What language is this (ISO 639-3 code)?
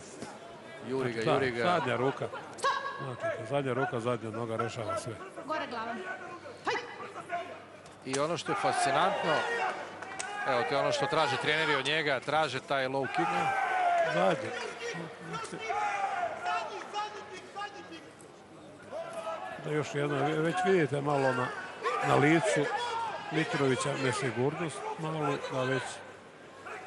srp